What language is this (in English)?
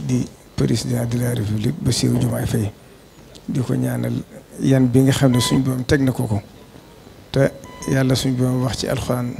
Wolof